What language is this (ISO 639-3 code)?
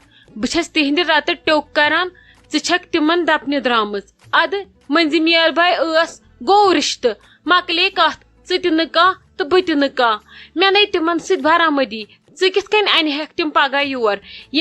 kas